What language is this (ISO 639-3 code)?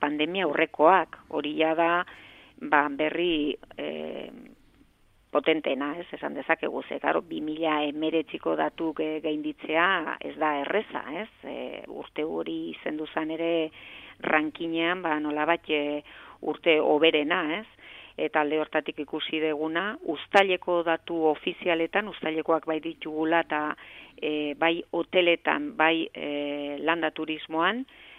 eus